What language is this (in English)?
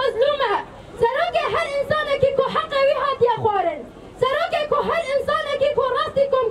Kurdish